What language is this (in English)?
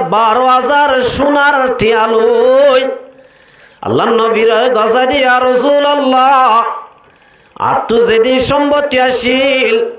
Rohingya